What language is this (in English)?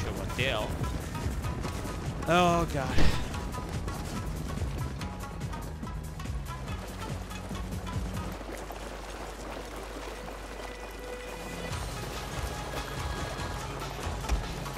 English